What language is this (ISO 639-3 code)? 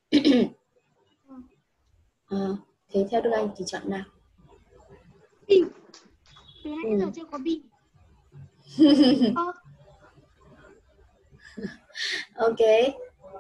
vie